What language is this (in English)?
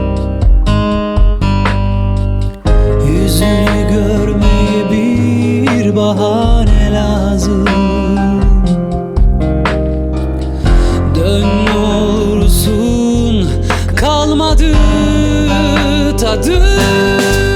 Turkish